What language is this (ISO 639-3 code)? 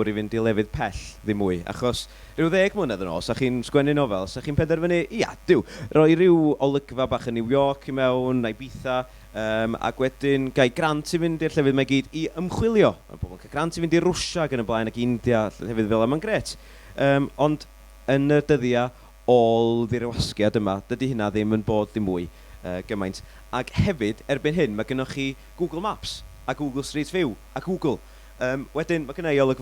cym